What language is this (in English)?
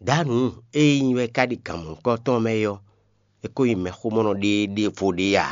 Fon